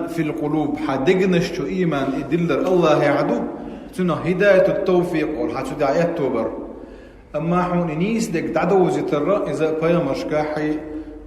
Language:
Chechen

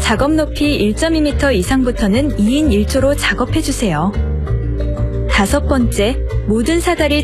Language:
Korean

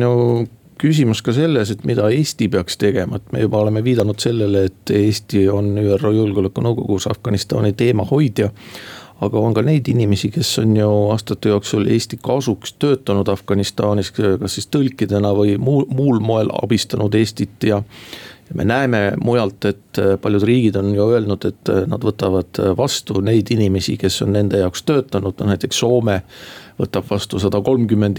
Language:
Estonian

